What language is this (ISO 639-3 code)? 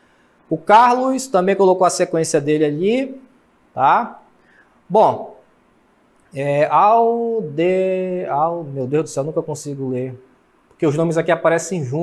por